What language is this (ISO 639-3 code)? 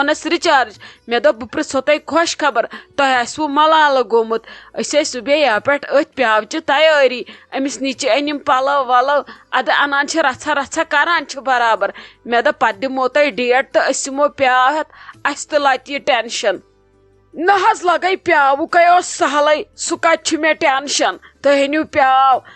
kas